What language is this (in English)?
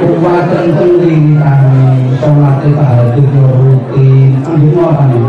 Javanese